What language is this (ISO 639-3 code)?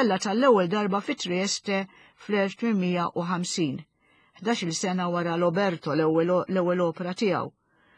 mlt